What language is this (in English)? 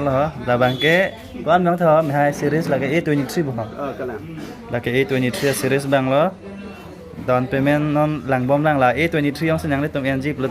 Karbi